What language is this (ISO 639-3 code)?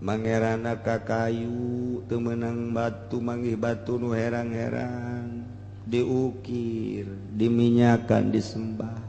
sun